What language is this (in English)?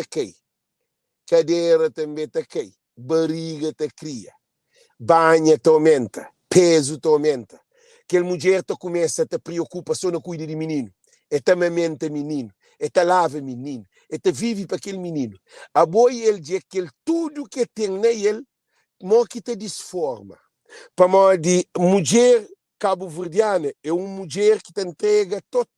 Kabuverdianu